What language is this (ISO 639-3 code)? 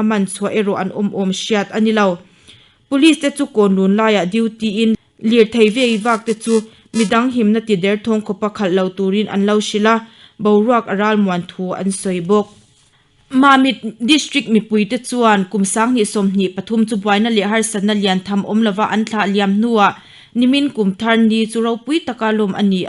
lus